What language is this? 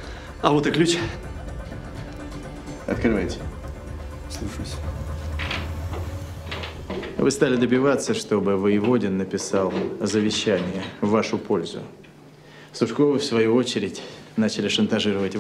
Russian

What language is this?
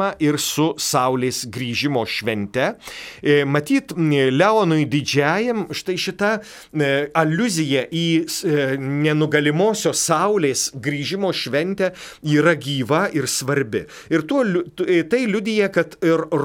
Lithuanian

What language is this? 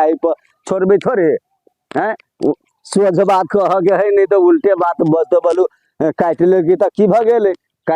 Maithili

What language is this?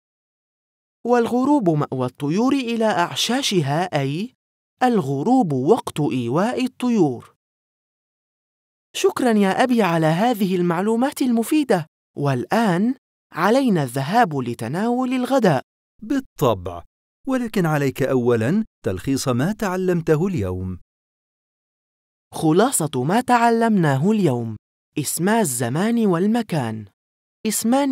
Arabic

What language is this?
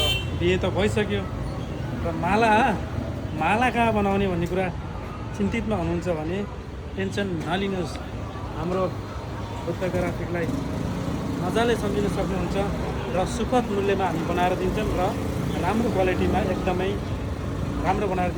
Nepali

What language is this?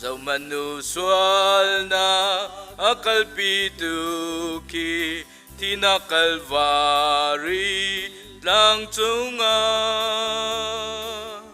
Hakha Chin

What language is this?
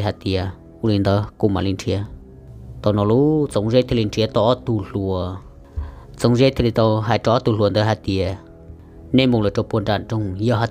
Hmong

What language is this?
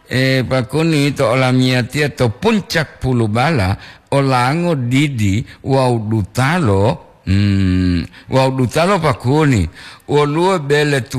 Gorontalo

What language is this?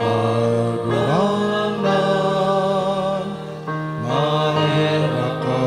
Bikol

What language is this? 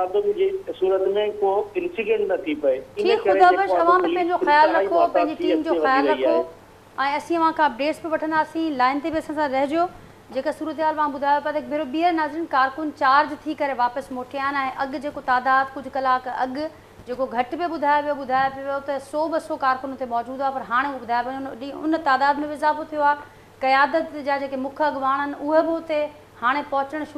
Sindhi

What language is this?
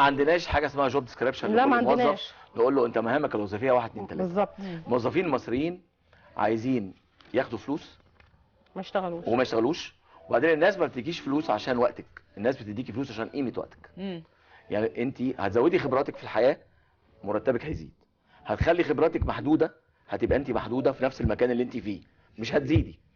Egyptian Arabic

